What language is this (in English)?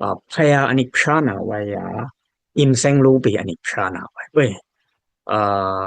Dimasa